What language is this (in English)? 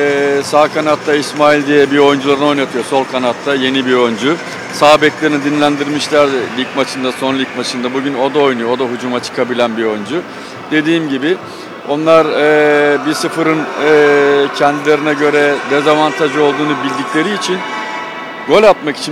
Turkish